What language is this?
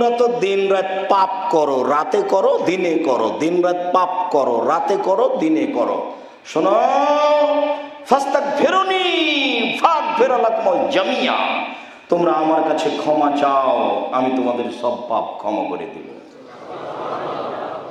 Bangla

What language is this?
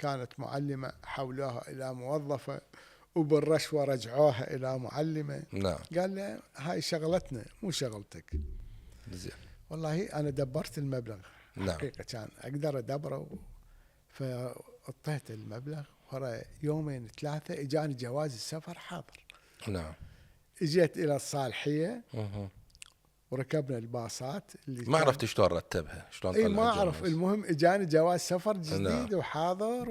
Mesopotamian Arabic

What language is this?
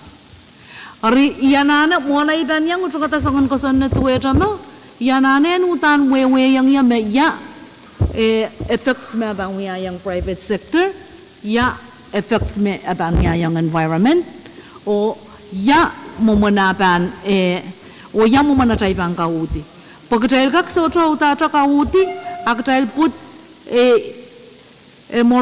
Pohnpeian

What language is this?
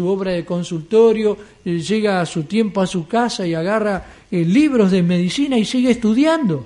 Spanish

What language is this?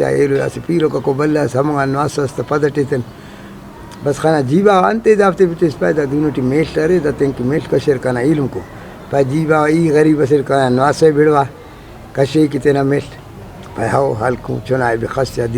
Brahui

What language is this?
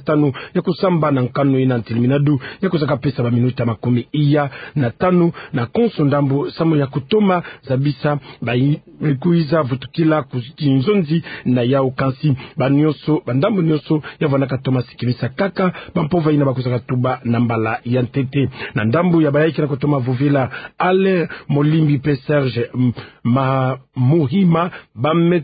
Kituba (Democratic Republic of Congo)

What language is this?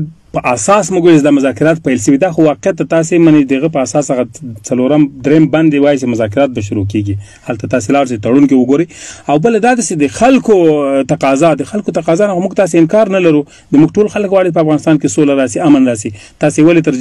Pashto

